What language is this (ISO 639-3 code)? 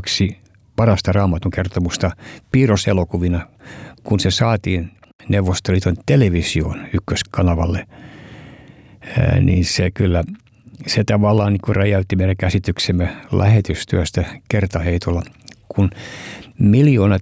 fin